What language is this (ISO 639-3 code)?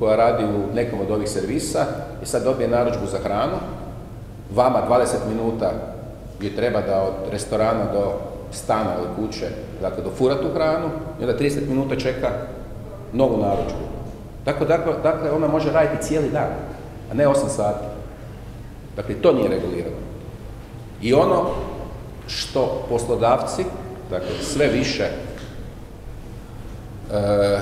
hrv